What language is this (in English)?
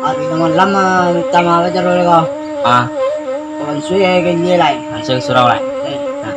Minangkabau